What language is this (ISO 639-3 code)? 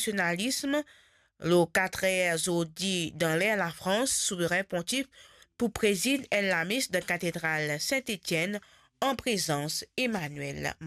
mfe